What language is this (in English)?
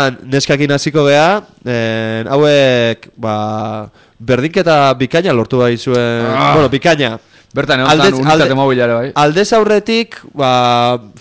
Basque